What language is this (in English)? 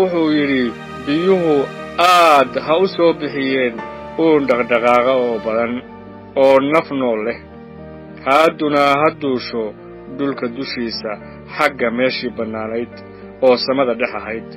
Somali